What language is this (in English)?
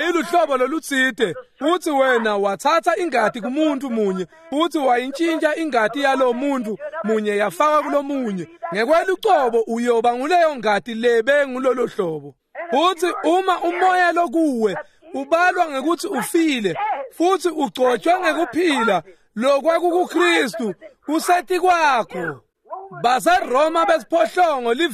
Swati